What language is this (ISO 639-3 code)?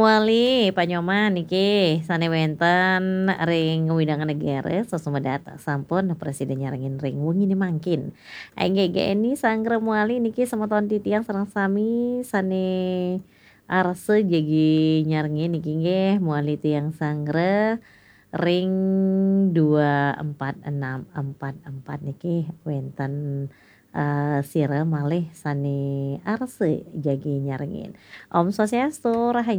ban